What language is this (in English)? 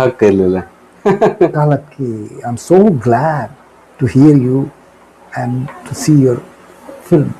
Sadri